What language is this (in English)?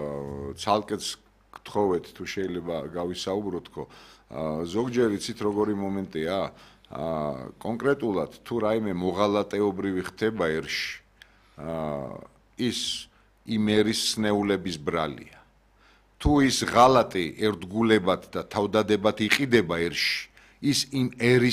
Georgian